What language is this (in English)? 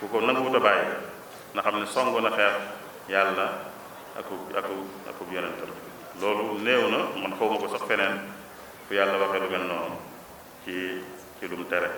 Wolof